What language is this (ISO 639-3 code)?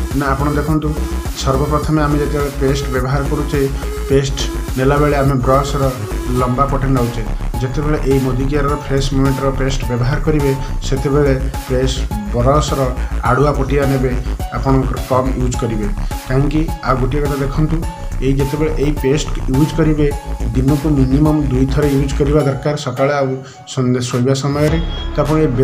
ori